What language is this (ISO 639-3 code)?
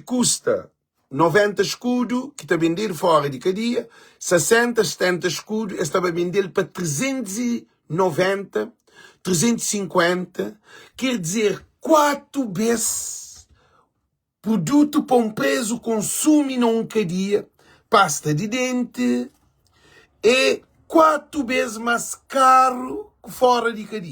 kea